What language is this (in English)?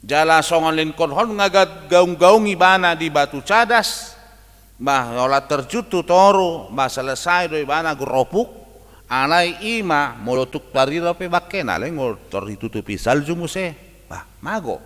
Batak Toba